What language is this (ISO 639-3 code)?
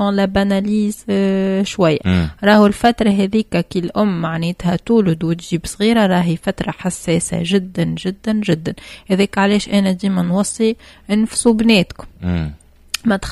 aeb